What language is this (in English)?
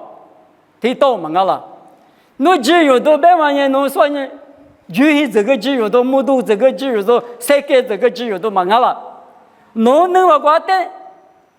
Lisu